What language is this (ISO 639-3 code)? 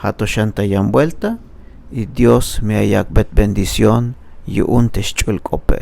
tzh